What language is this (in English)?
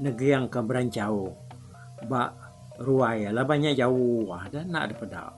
Iban